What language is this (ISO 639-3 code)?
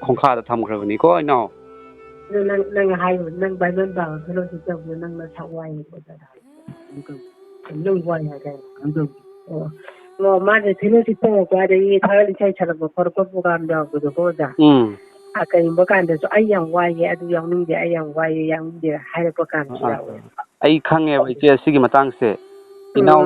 mni